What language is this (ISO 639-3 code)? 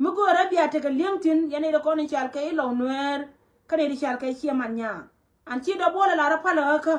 nus